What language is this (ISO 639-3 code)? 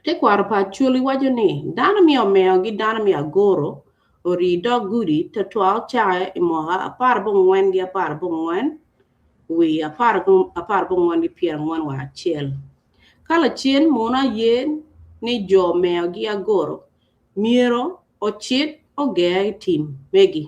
ach